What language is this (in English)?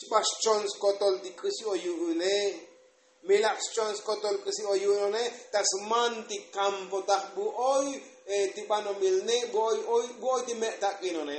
Tzotzil